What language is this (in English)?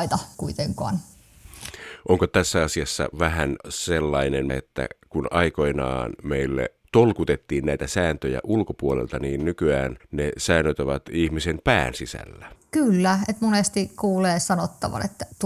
Finnish